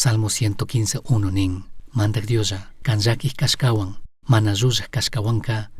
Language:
Chimborazo Highland Quichua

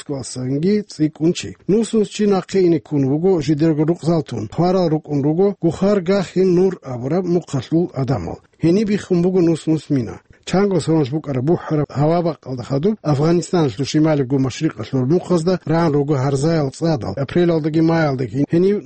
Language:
Avaric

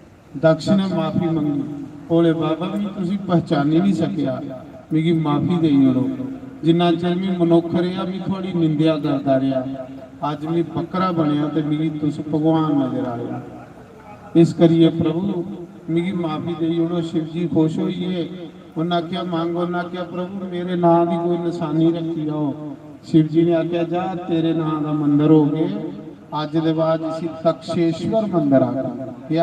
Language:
Dogri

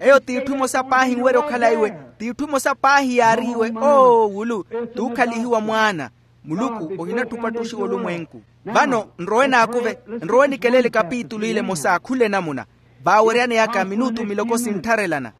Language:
Makhuwa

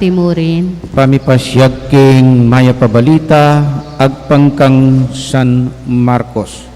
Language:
Pampanga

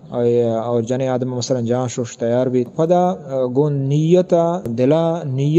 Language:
Eastern Balochi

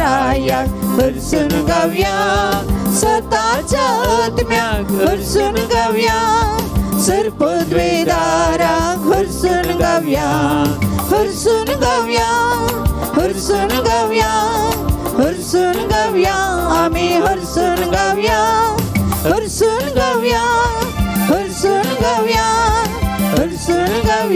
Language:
Konkani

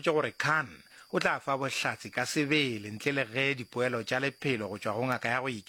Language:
Northern Sotho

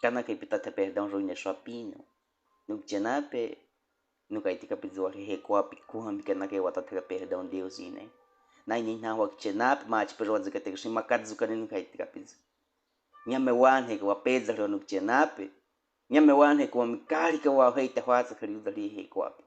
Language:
Baniwa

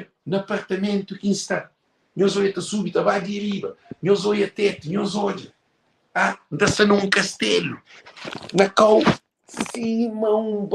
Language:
Kabuverdianu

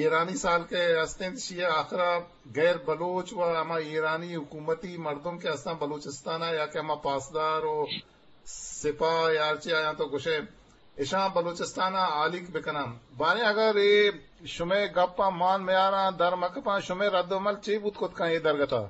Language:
Eastern Balochi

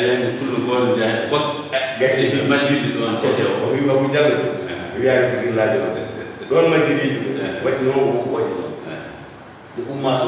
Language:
Fula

